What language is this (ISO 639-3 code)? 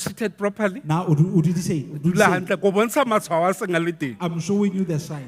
sot